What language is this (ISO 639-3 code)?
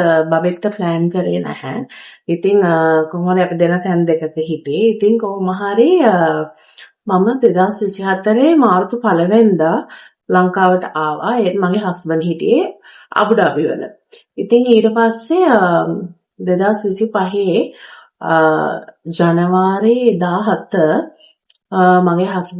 sin